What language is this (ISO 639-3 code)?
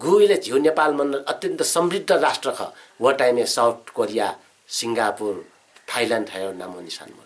new